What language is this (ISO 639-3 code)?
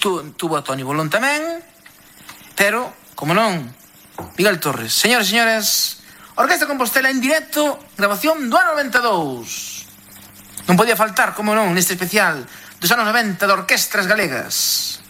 glg